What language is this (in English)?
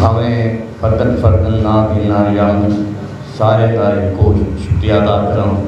Saraiki